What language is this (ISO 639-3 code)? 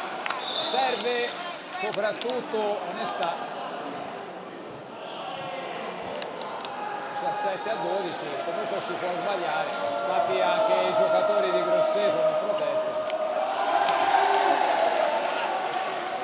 ita